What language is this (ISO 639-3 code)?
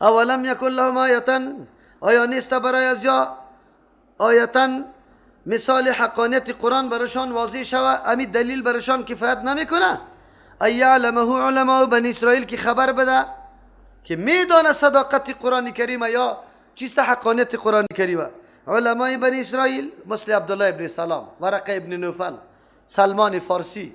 fas